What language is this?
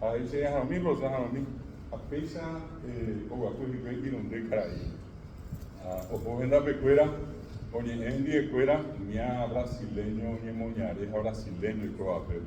Guarani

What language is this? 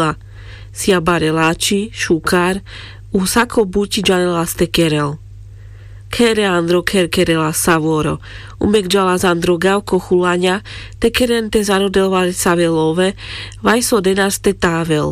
Carpathian Romani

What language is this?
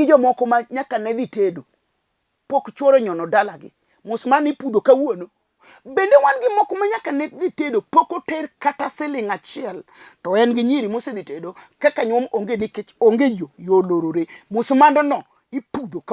Luo (Kenya and Tanzania)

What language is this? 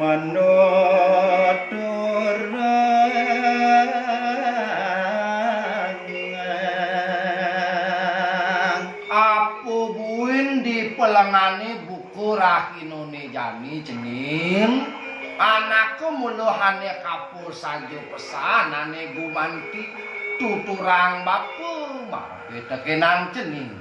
Balinese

